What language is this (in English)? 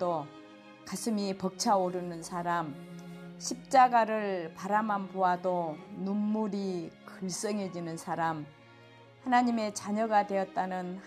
Korean